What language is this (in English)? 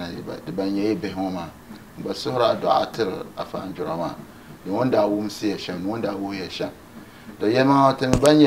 Dagbani